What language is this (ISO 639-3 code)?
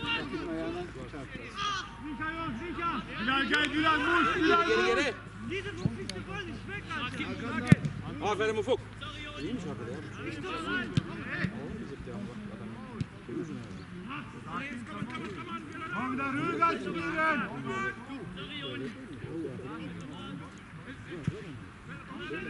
tur